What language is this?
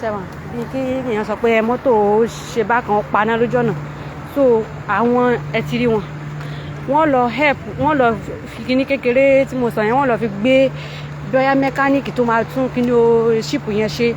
Yoruba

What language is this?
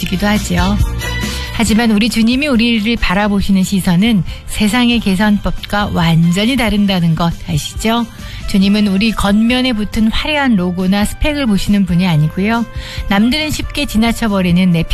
Korean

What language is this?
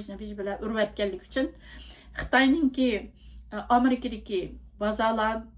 Uyghur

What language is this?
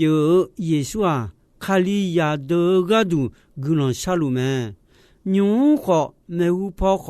Akha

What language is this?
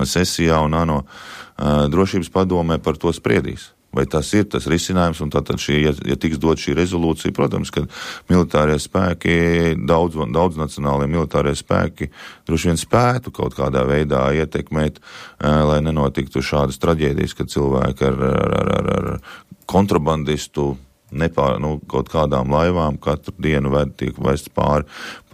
Latvian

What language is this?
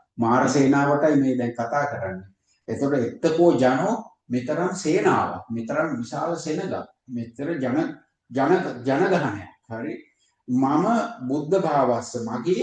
Sinhala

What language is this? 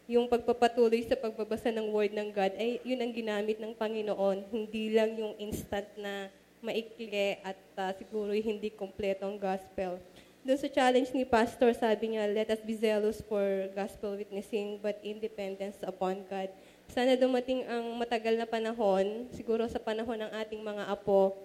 Filipino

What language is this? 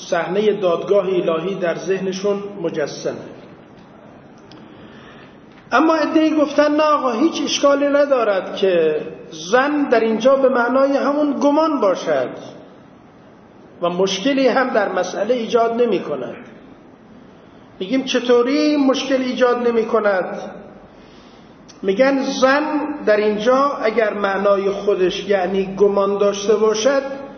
Persian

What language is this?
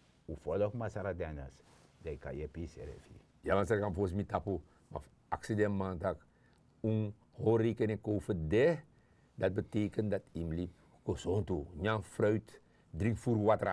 Sranan Tongo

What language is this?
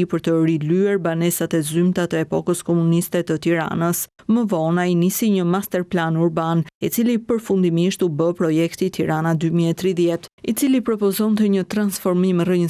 Albanian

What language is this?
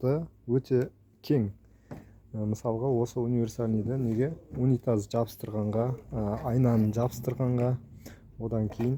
Kazakh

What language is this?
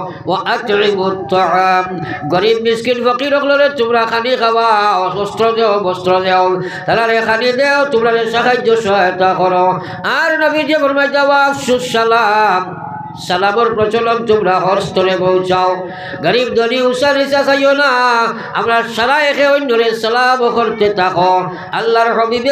Sylheti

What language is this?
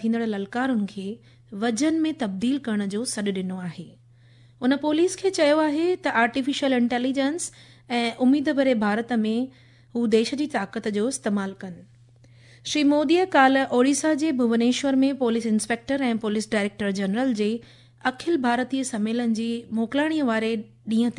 Sindhi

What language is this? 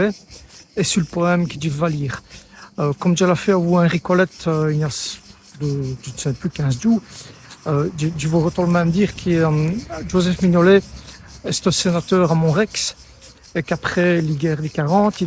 Walloon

